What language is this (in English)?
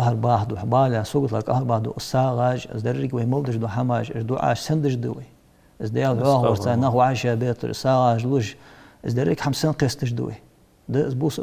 Ingush